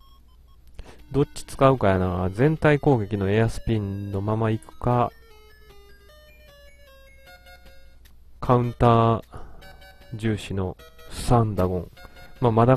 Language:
Japanese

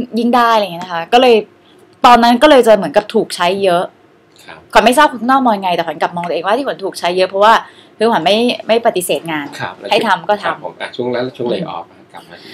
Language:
Thai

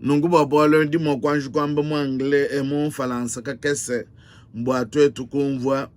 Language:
Luba-Lulua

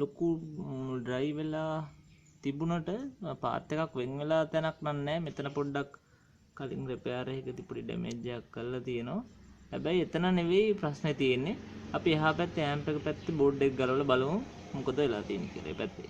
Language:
Sinhala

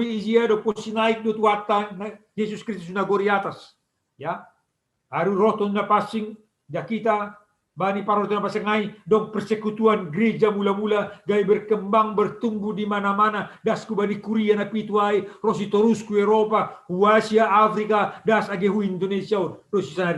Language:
Batak Simalungun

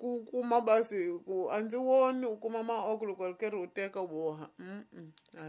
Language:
Tsonga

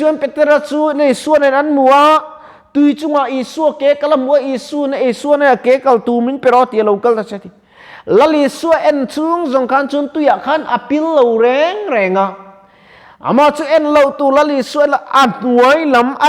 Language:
Mizo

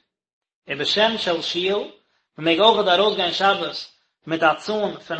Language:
Yiddish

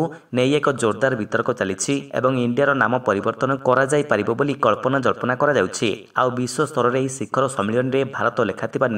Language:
Odia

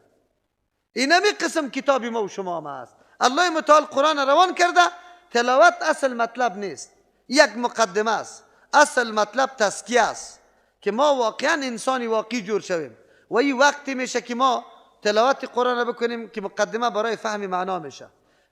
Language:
Persian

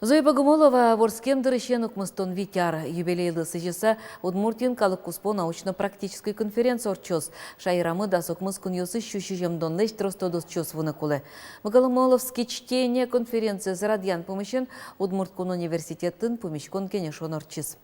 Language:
Udmurt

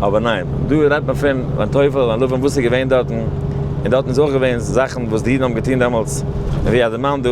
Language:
Yiddish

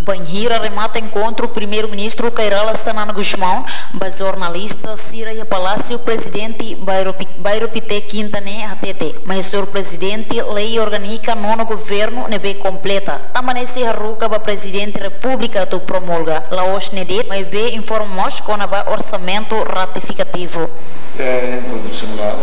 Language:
Tetum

